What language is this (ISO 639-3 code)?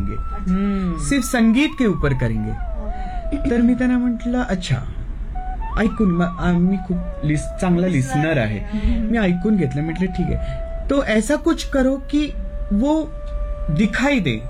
mar